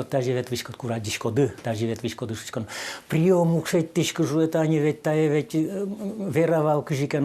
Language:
Udmurt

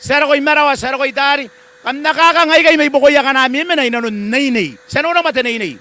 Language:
Gilbertese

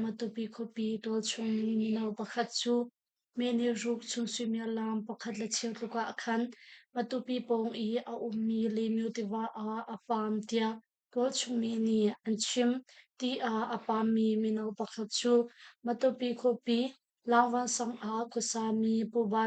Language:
Hakha Chin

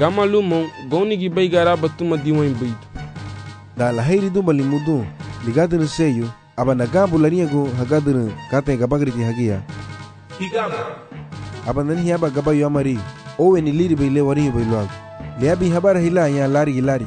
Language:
Garifuna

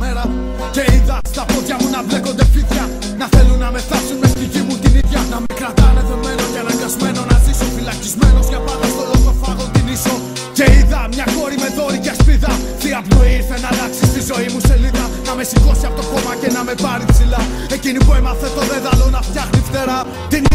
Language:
Greek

